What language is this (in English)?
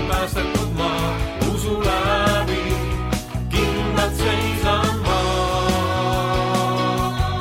Estonian